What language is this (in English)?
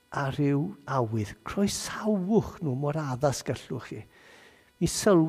Welsh